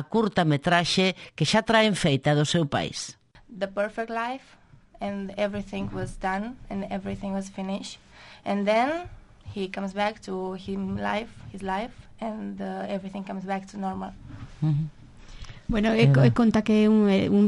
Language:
Galician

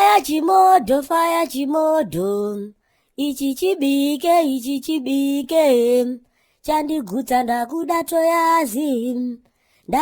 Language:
Shona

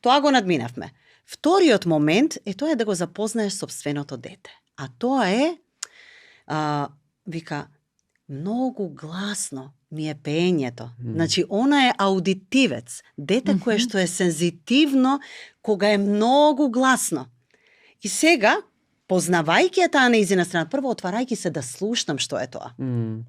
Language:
Macedonian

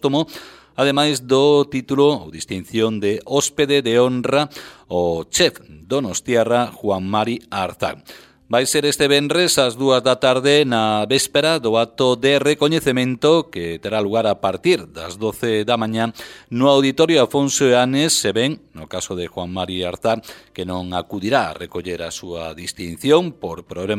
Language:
Galician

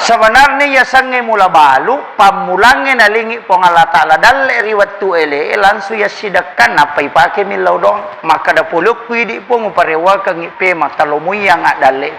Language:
Buginese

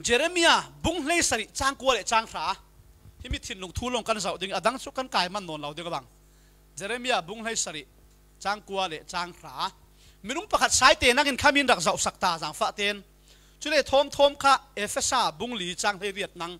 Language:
Falam Chin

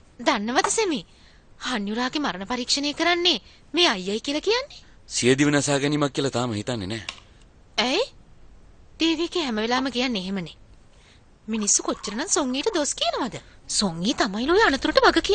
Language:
Sinhala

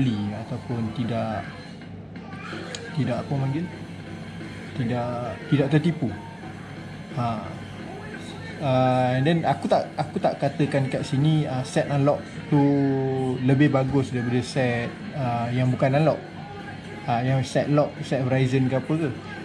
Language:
Malay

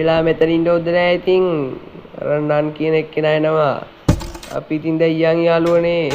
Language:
Sinhala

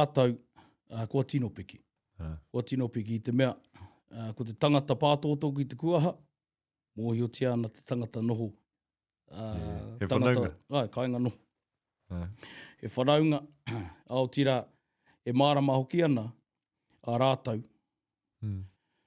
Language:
Māori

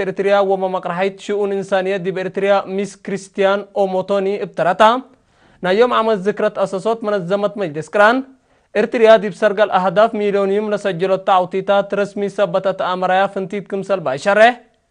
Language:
Tigre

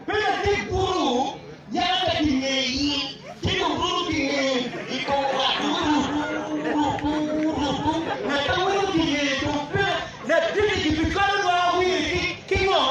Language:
Acoli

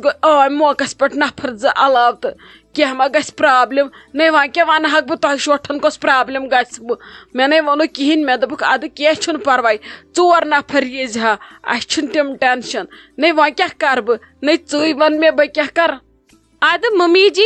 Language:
Kashmiri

